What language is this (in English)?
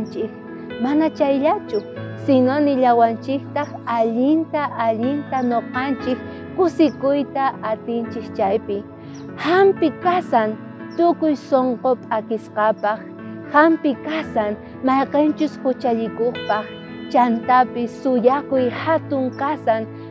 South Bolivian Quechua